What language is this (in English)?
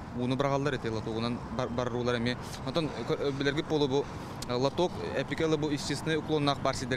Yakut